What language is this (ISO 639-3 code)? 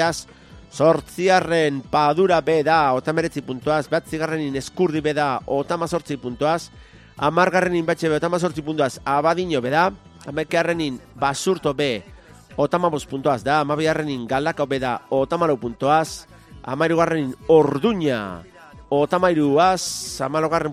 eus